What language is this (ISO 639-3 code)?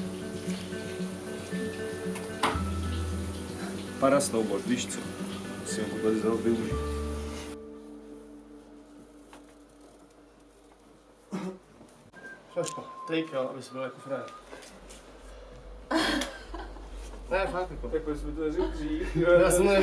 ces